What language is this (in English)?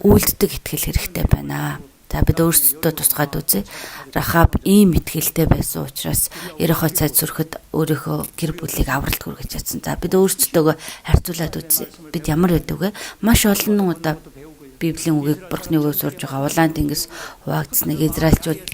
Mongolian